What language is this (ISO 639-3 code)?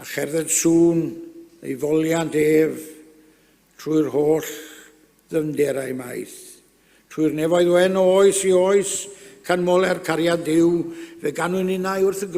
cym